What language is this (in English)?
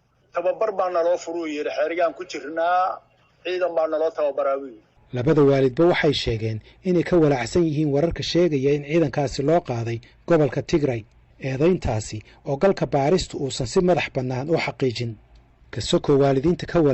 Somali